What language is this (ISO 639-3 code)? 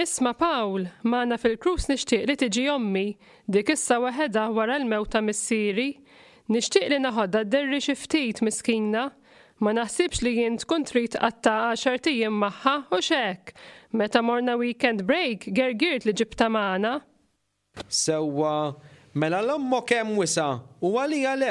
mlt